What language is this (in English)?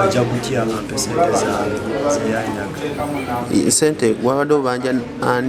Ganda